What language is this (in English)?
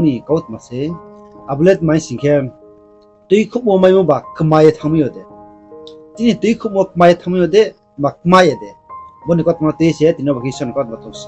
Riang (India)